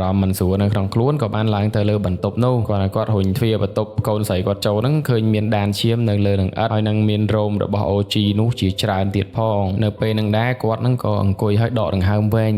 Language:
Khmer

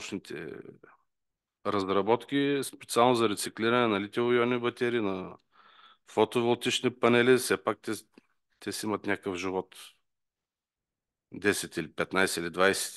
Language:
Bulgarian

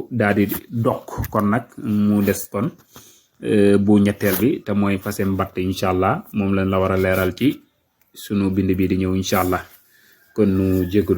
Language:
Wolof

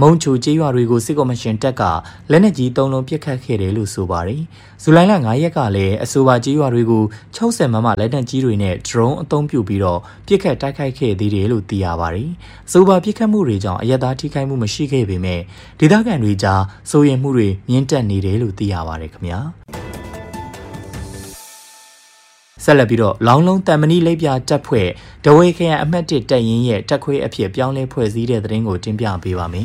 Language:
Burmese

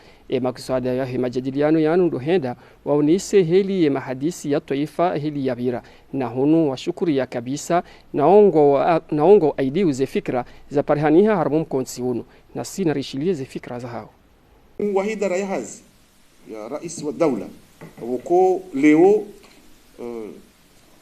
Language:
Ngazidja Comorian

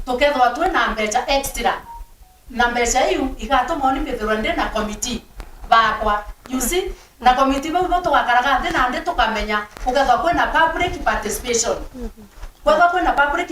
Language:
Meru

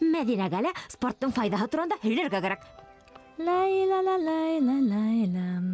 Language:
Bashkir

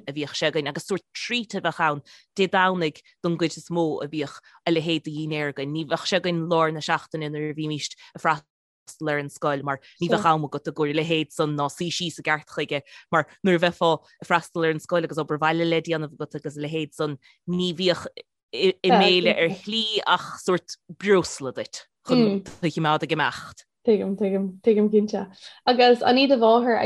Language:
Irish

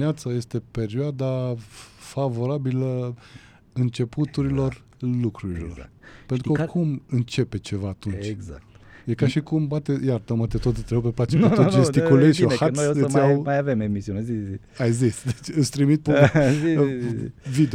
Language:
Romanian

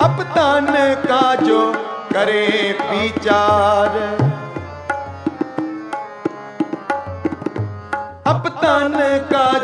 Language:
Punjabi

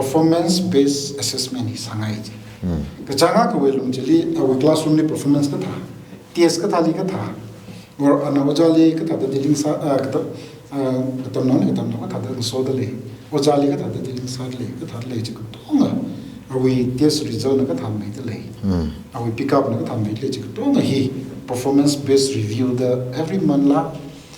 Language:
Tangkhul Naga (India)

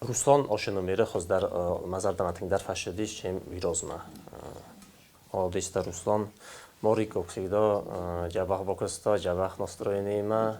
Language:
Ossetic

